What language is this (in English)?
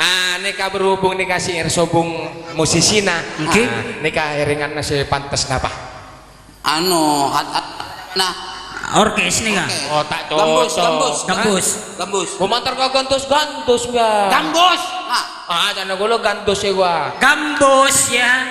Madurese